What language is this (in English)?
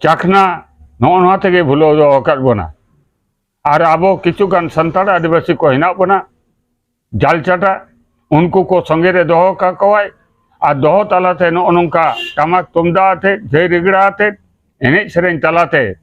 Santali